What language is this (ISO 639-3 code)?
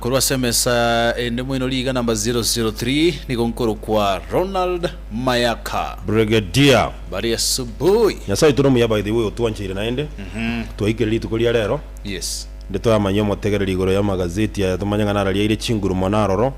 guz